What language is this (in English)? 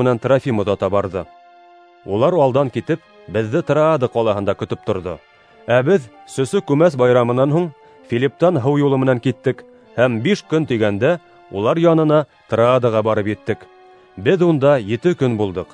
Bashkir